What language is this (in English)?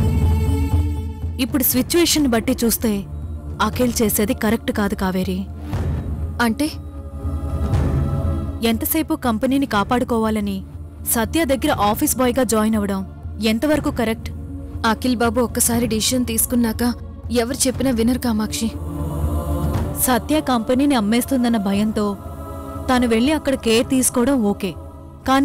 Telugu